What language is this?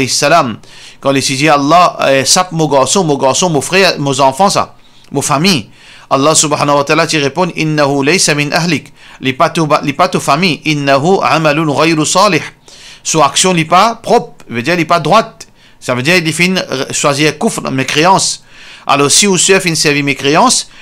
Morisyen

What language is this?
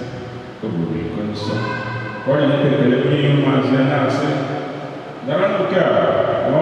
Igbo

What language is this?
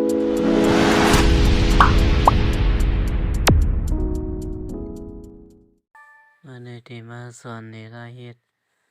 Shan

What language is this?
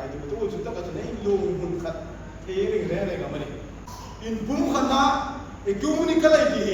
Hmar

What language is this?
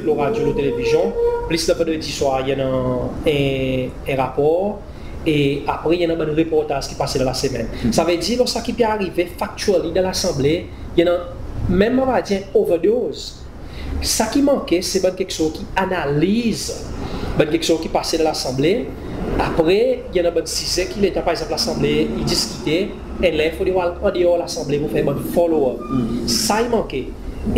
Seselwa Creole French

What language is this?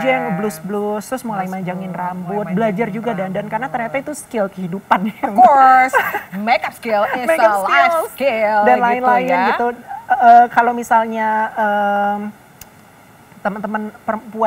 Indonesian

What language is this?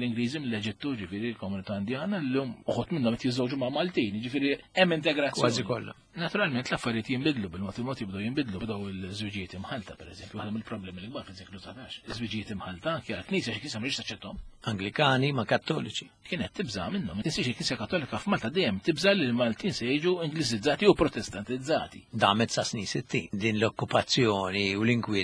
Maltese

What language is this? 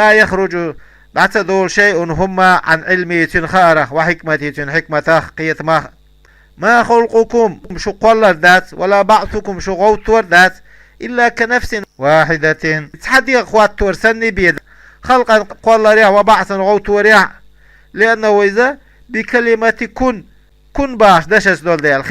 Chechen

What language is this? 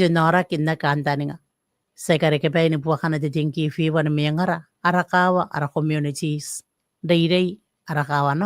Gilbertese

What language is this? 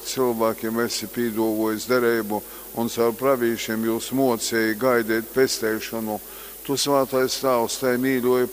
Latgalian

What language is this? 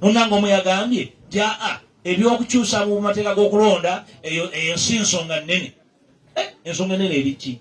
Ganda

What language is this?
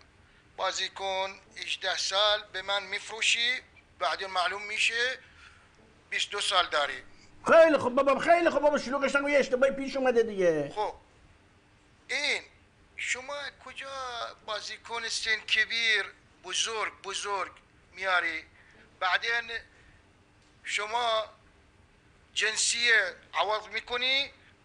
Persian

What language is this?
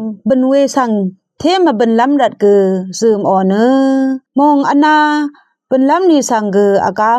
Rawang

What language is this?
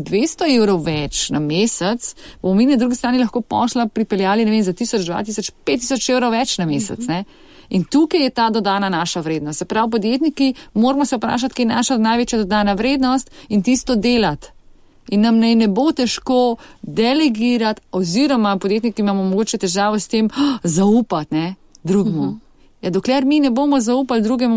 Slovenian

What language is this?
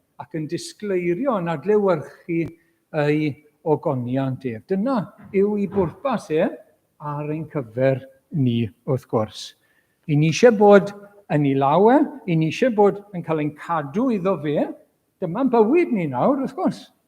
Welsh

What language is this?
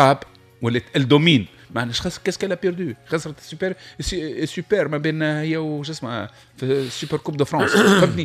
Tunisian Arabic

